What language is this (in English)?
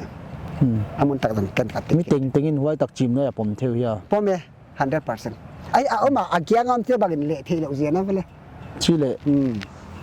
Paite Chin